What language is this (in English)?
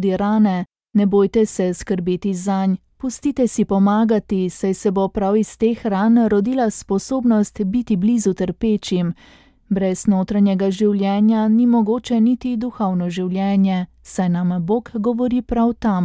Slovenian